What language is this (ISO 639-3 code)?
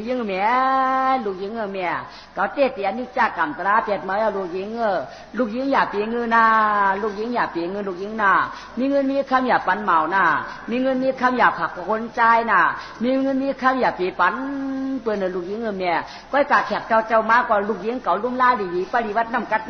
shn